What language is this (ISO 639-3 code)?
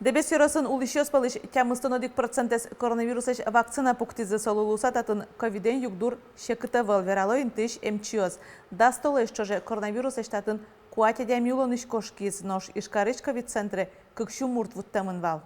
udm